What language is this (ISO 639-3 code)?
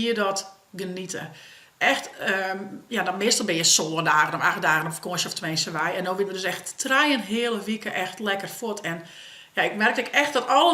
fry